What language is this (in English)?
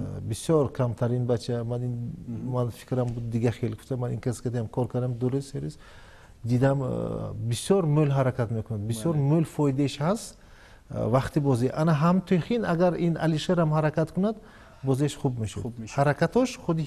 Tajik